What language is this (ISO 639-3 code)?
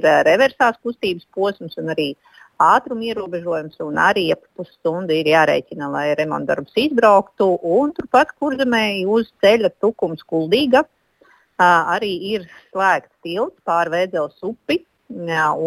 lav